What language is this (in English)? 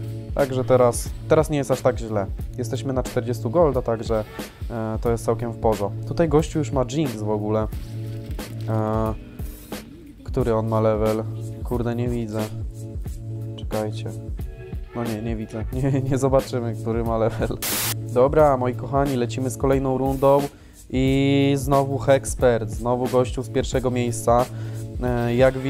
Polish